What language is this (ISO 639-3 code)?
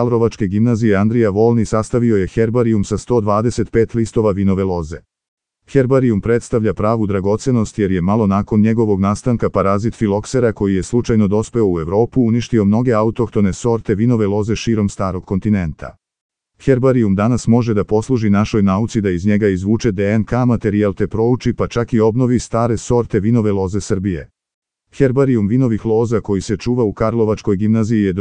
srp